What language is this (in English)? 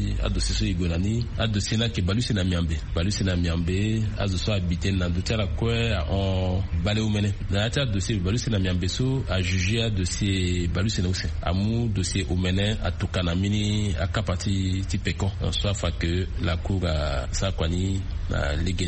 Sango